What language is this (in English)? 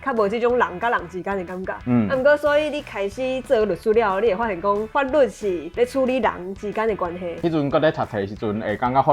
Min Nan Chinese